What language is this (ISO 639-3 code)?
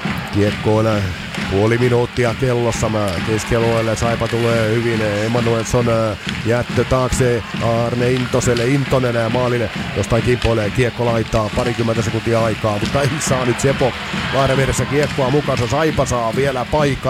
fin